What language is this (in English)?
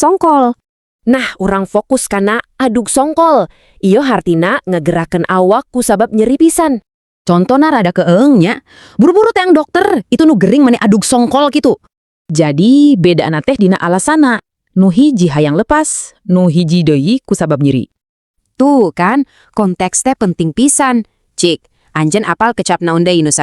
Sundanese